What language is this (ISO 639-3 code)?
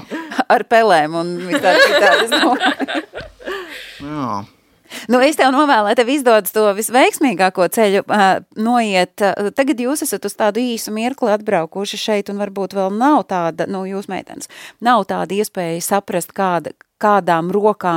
lav